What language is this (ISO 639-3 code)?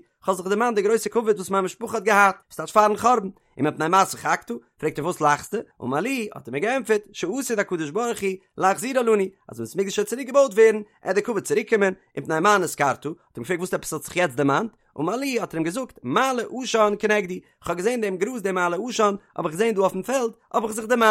yid